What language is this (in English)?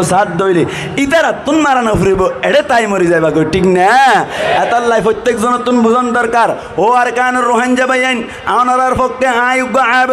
Rohingya